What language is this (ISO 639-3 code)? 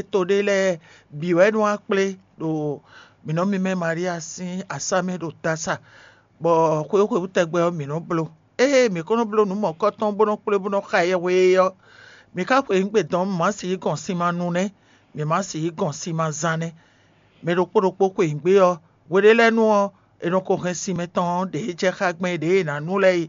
fon